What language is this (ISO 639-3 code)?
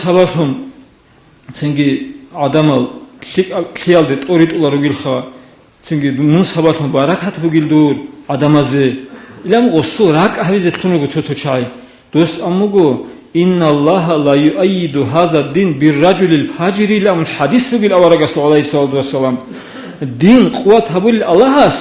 ava